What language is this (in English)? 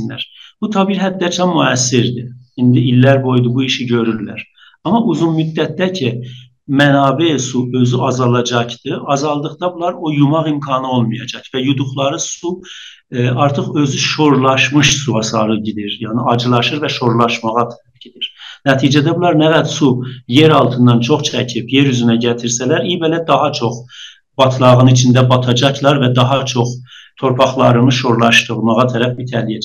South Azerbaijani